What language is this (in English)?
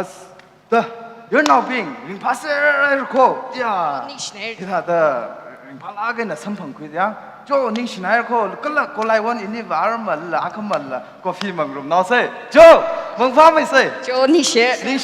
Tangkhul Naga (India)